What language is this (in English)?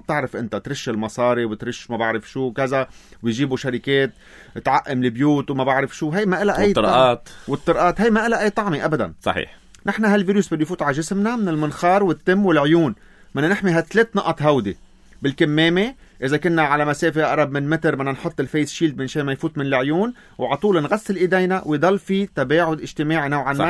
North Levantine Arabic